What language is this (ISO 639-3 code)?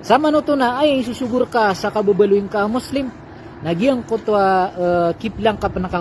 mrw